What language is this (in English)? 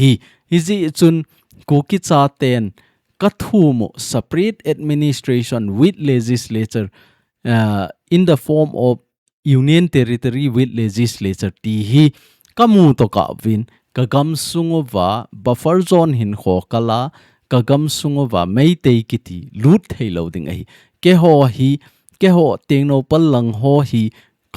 Thado Chin